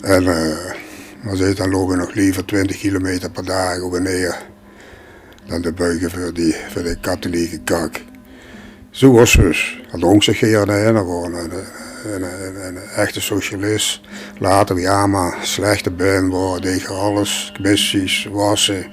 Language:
Limburgish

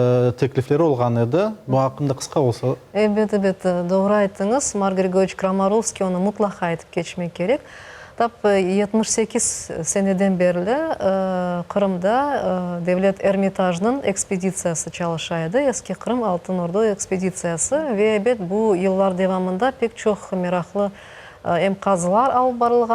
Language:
Crimean Tatar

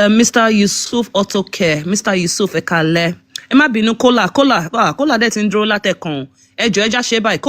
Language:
Yoruba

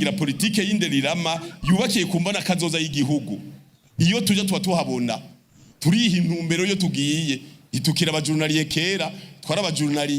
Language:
Rundi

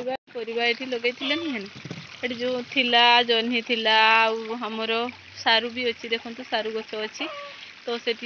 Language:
Odia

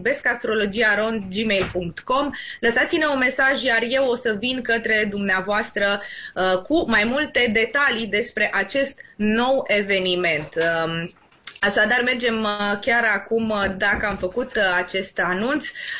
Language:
Romanian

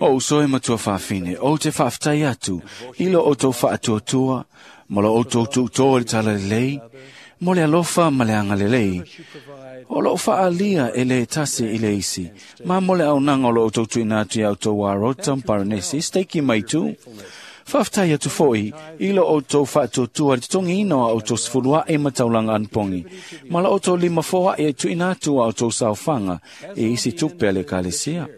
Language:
Samoan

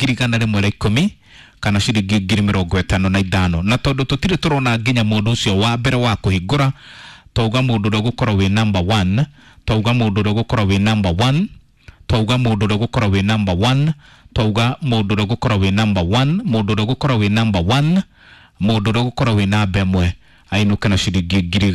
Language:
Kikuyu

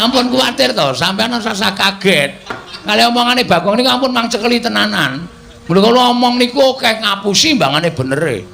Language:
Javanese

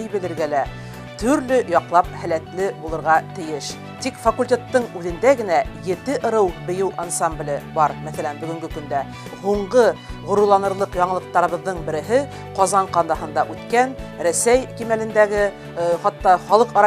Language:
Bashkir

